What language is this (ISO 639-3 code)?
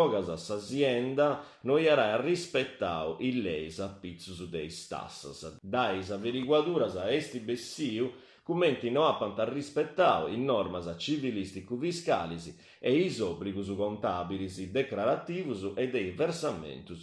srd